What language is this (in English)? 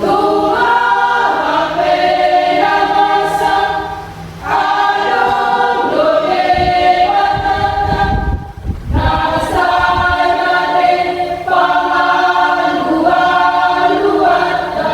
Batak Toba